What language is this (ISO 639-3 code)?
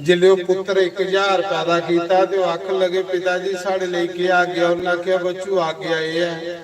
doi